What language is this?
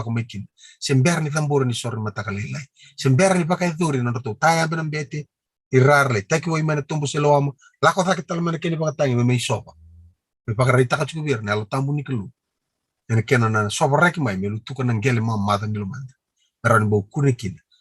Fijian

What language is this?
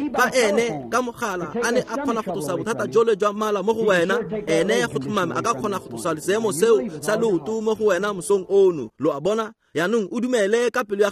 Tswana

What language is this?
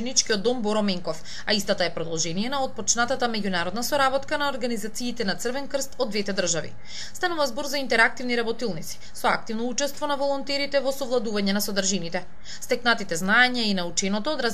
Macedonian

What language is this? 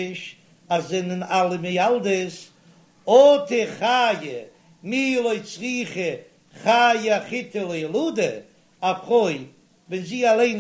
Yiddish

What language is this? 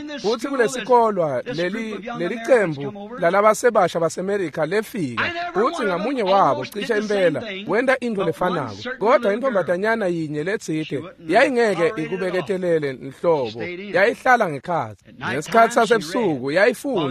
Swati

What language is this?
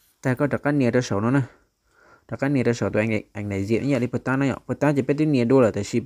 Hmong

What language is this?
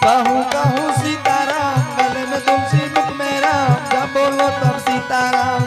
Angika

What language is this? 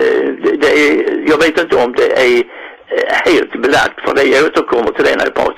Swedish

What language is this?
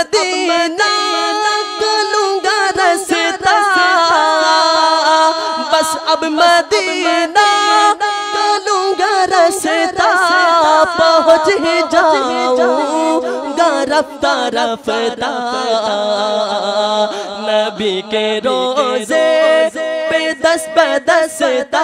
Urdu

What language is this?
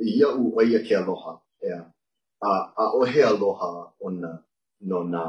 Hawaiian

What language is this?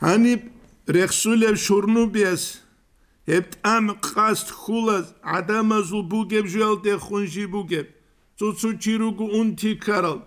Avaric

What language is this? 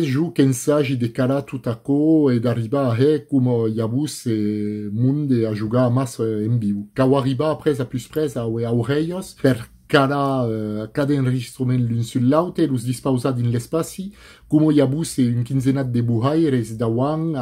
Occitan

